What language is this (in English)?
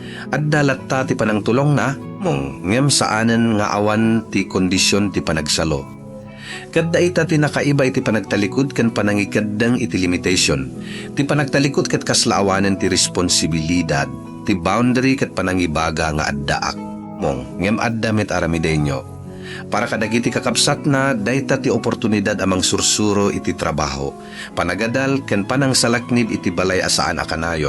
Iloko